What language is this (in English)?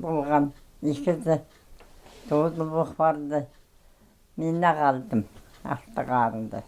Khakas